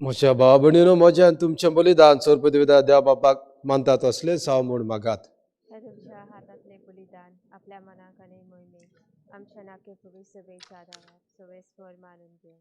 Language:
Konkani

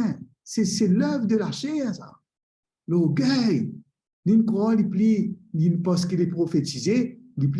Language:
Morisyen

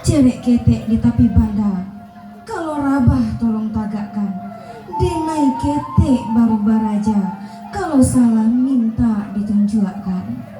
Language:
Minangkabau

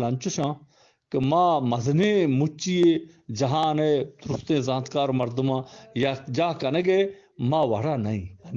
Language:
Eastern Balochi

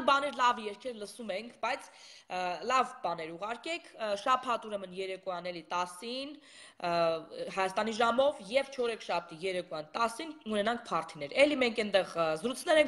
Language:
Armenian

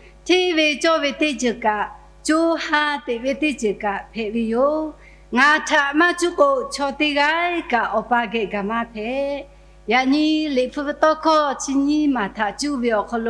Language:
Lahu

